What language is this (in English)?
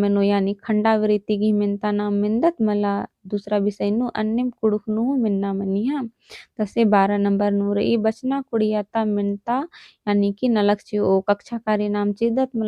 Kurukh